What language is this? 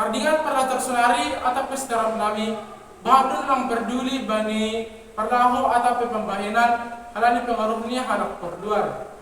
Batak Simalungun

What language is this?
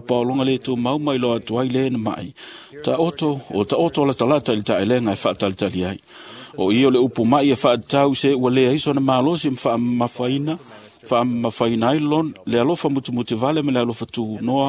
Samoan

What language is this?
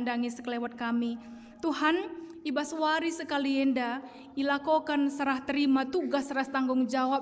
Batak Karo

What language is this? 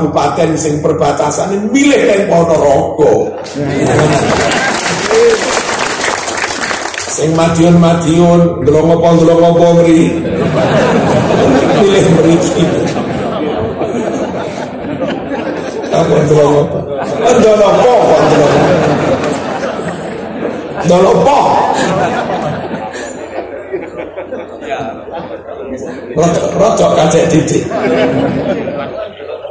Javanese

